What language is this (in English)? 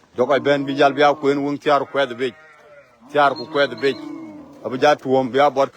Dinka